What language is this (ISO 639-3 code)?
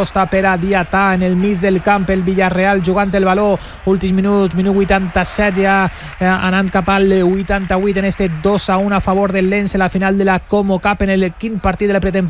cat